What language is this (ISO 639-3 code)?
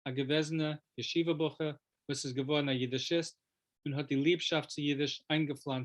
yid